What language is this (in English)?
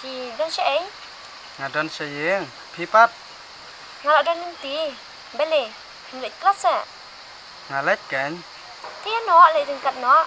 Khasi